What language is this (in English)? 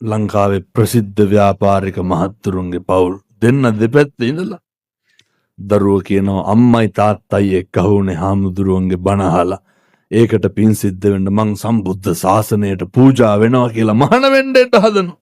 Sinhala